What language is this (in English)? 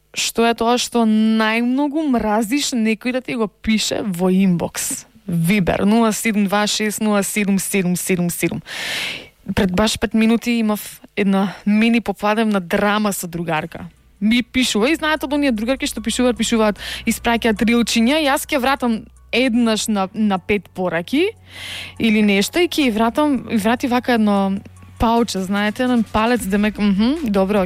Macedonian